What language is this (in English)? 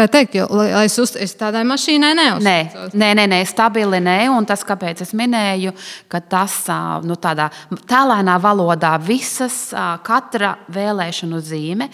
Latvian